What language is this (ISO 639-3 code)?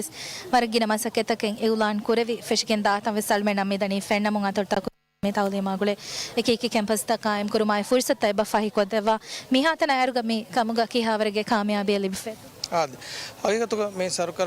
div